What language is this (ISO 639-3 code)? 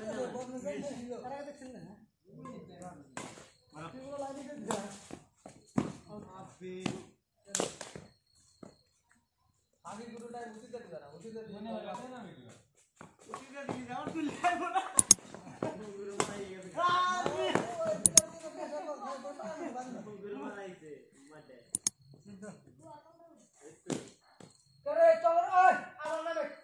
ben